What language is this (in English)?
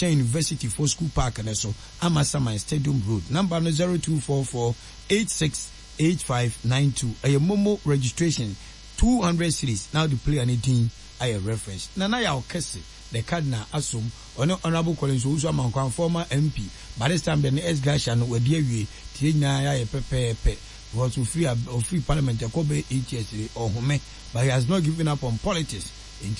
Akan